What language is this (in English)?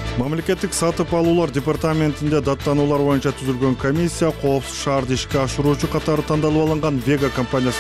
Kyrgyz